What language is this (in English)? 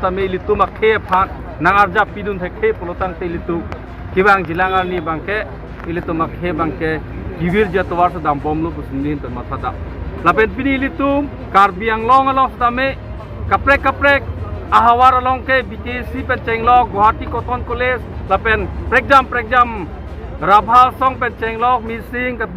Karbi